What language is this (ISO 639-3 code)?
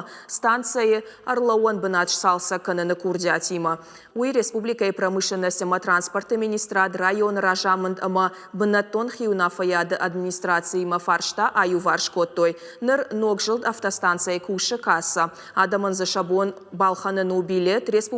oss